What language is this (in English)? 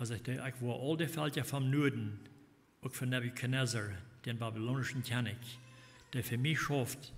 Plautdietsch